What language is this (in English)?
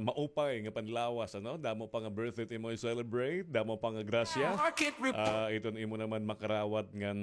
Waray